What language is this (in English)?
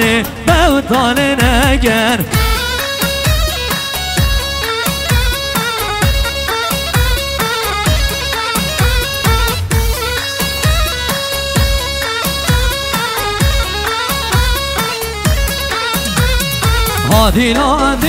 Kurdish